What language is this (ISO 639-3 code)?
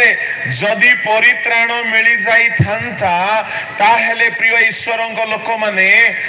ori